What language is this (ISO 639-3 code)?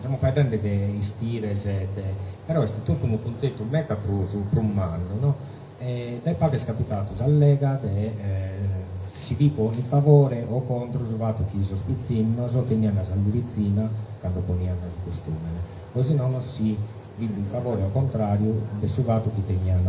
srd